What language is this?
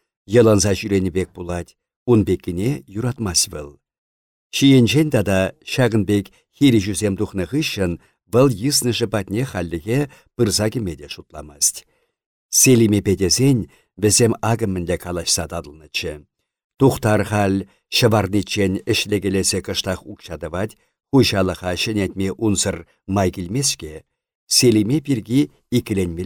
Chuvash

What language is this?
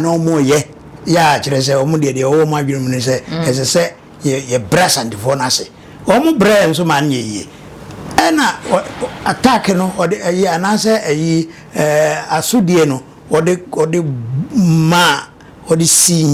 Akan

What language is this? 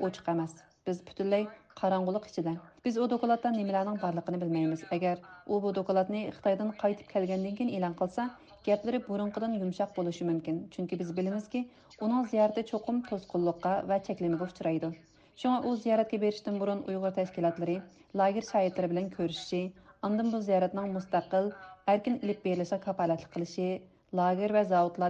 Uyghur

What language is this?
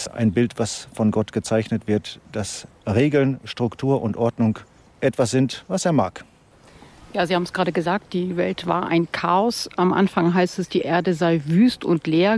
German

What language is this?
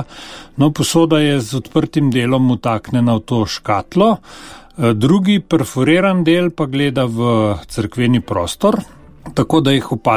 Slovenian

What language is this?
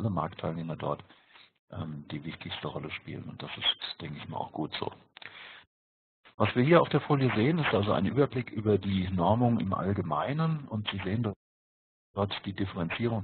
German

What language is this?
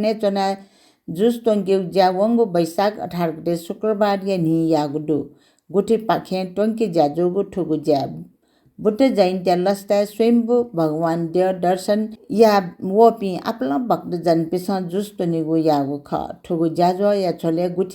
Newari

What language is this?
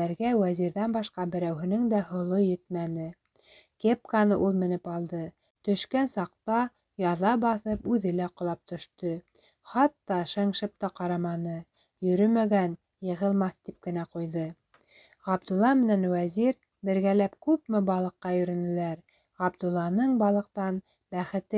Bashkir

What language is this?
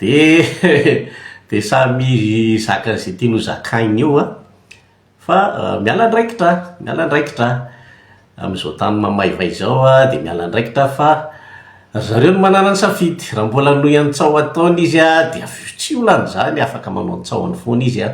Malagasy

